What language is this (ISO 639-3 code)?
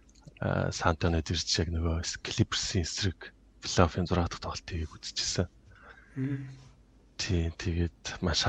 mon